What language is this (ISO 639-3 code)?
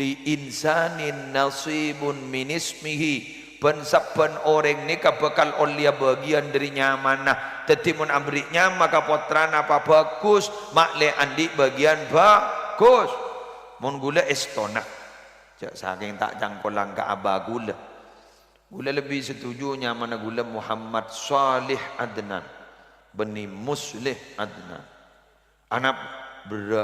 mad